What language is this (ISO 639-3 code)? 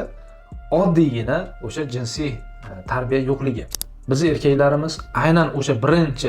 uzb